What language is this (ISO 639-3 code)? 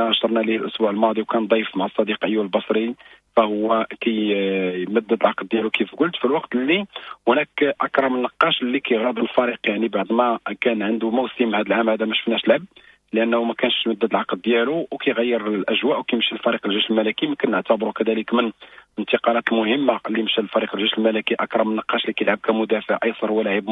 ary